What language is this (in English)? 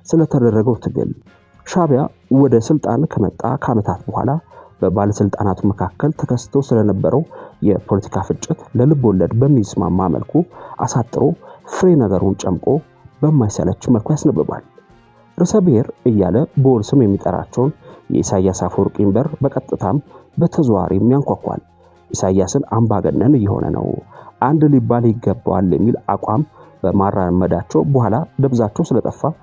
Amharic